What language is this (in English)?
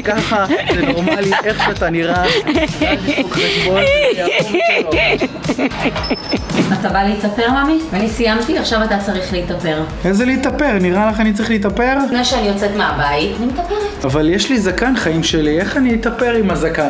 Hebrew